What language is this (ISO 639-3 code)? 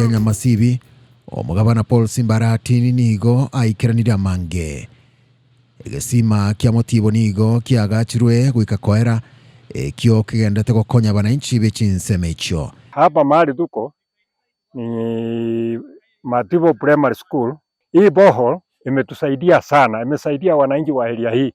guz